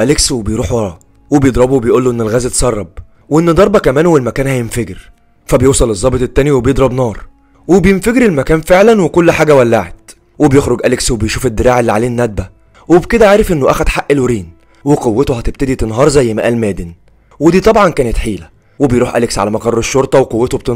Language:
Egyptian Arabic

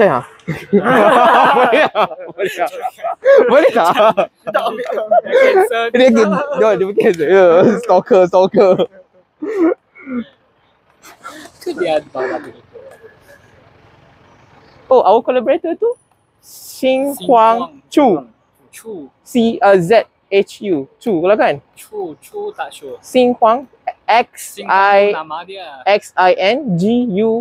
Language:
Malay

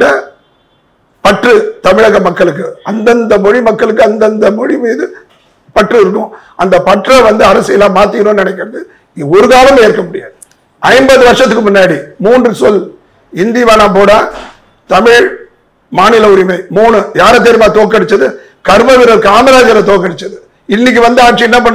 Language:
Tamil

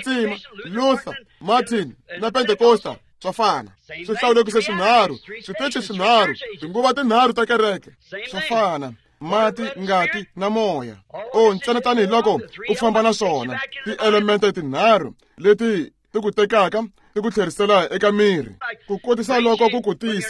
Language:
Tsonga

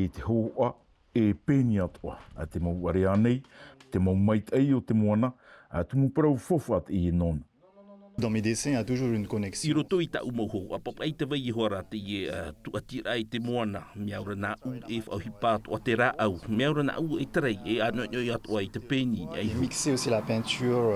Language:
Tahitian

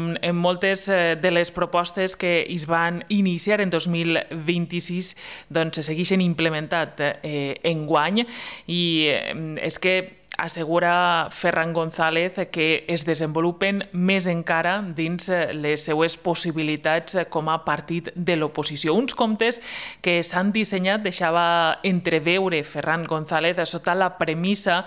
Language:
Catalan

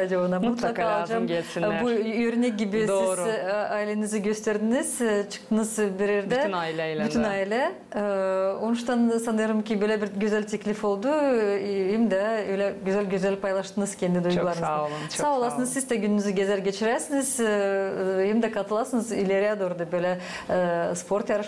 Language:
Gagauz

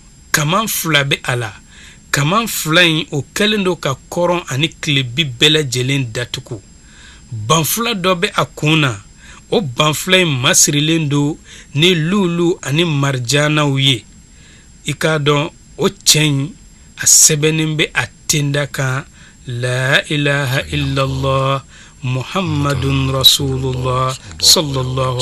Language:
Bambara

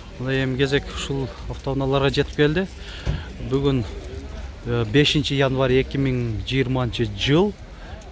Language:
Kyrgyz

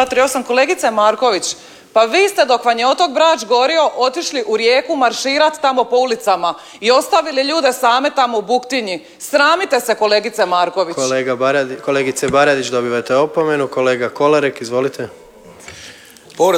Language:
Croatian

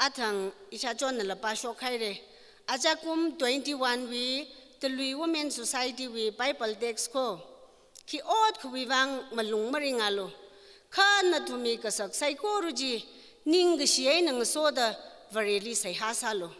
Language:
Tangkhul Naga (India)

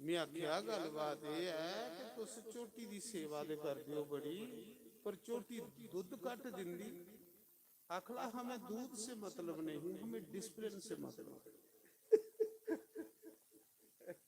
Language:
Dogri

